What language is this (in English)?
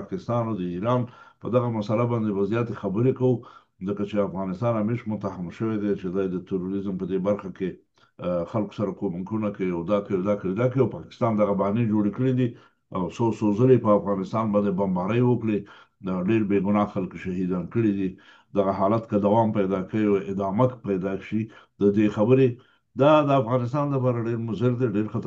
Pashto